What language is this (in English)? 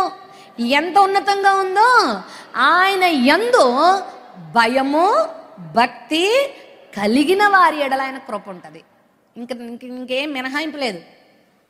Telugu